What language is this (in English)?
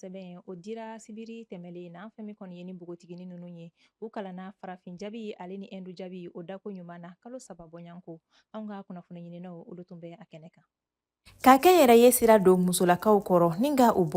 Bambara